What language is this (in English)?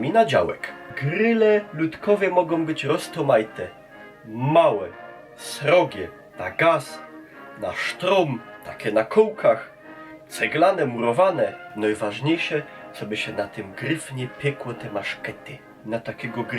Silesian